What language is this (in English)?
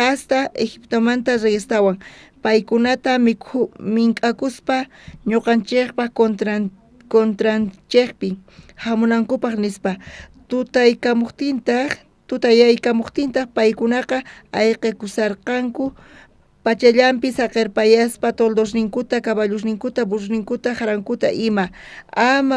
South Bolivian Quechua